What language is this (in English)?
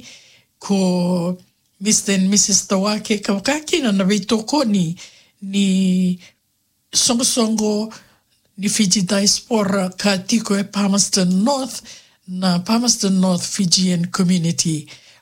Fijian